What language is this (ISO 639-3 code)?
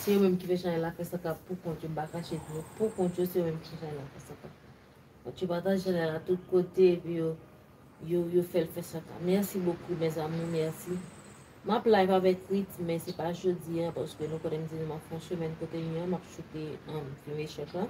hat